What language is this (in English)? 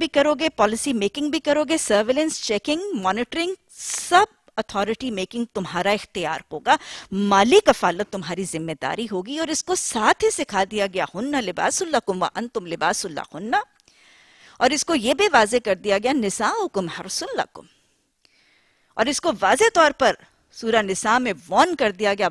Urdu